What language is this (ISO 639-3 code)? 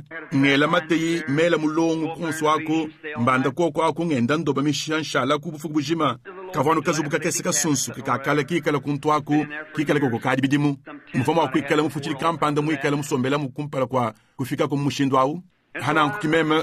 lua